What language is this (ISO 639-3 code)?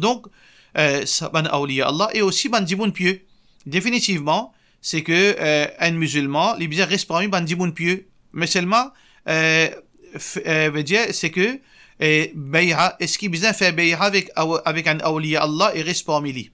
mfe